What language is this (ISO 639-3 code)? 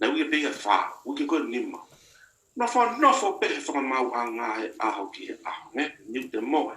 ton